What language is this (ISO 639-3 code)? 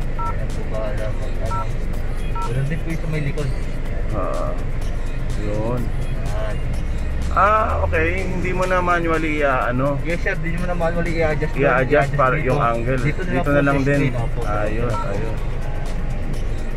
fil